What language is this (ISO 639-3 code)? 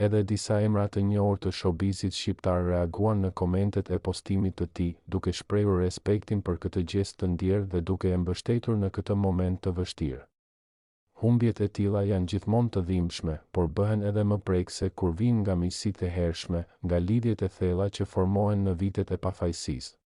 sqi